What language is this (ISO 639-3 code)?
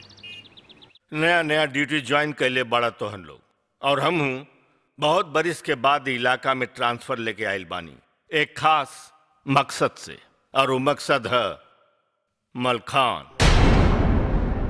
bho